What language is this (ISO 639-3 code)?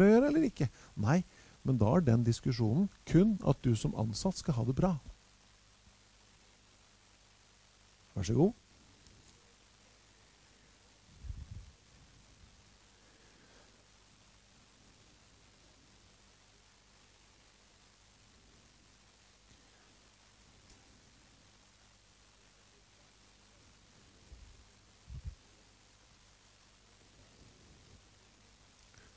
nor